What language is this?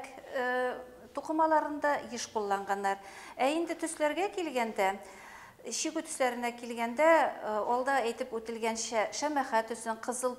Bashkir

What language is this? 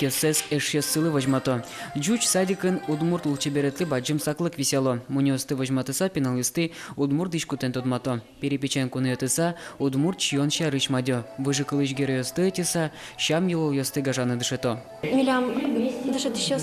Udmurt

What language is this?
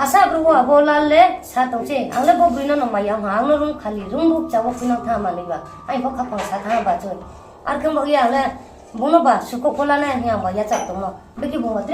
Riang (India)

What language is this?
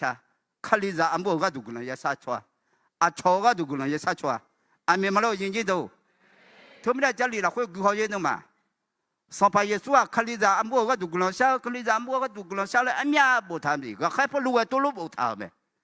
Akha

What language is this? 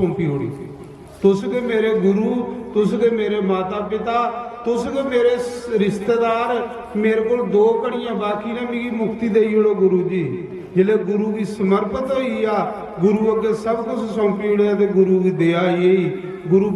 Dogri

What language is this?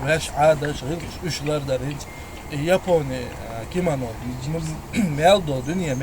Chechen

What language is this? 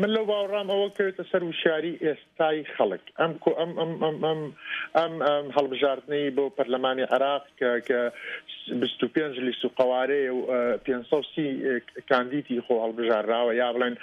Central Kurdish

